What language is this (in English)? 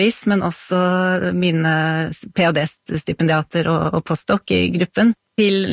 Norwegian